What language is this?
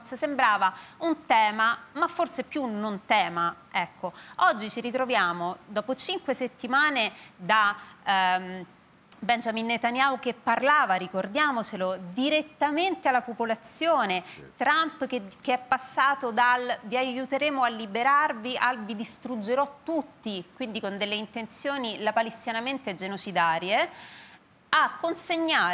Italian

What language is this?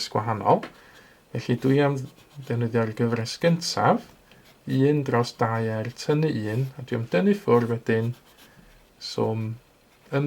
Welsh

